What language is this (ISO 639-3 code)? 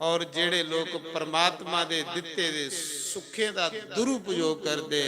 doi